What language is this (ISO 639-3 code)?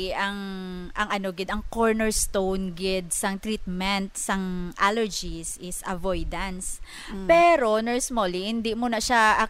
hil